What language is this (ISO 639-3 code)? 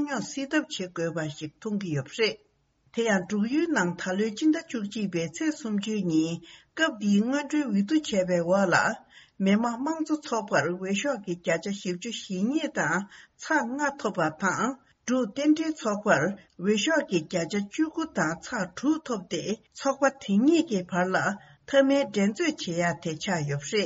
bod